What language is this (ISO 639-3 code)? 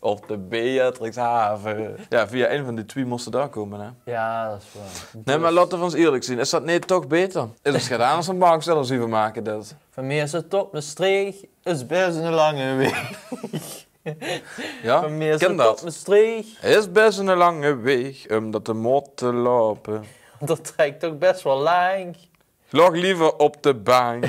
lim